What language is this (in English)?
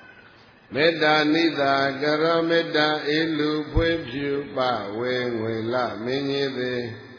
Burmese